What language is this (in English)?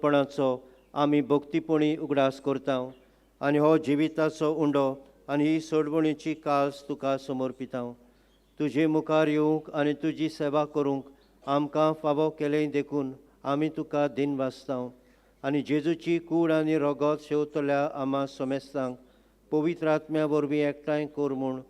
Konkani